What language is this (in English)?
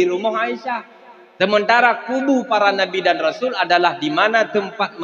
Achinese